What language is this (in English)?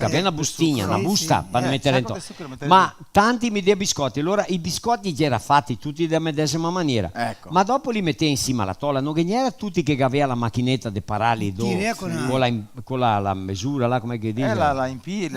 Venetian